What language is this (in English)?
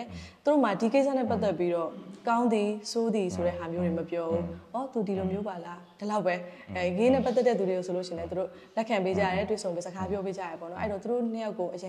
Burmese